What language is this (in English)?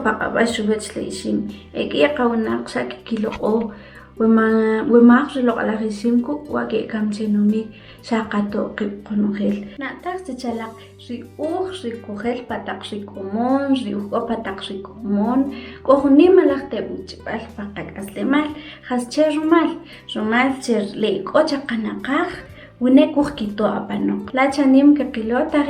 Kʼicheʼ